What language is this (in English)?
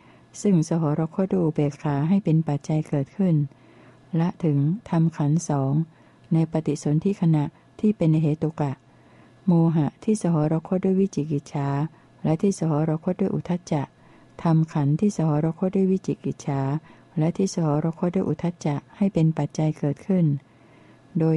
Thai